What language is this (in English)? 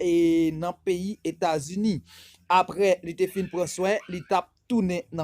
Haitian Creole